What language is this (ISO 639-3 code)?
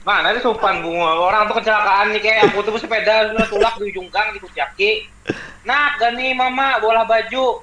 bjn